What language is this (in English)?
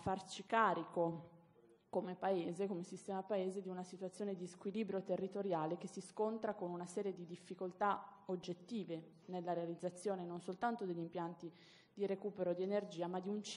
Italian